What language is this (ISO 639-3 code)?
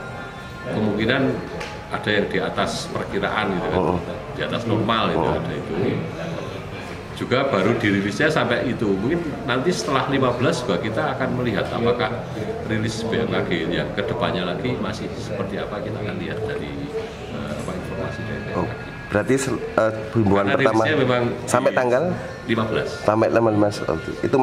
ind